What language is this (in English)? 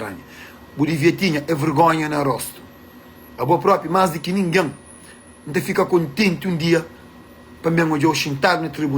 Kabuverdianu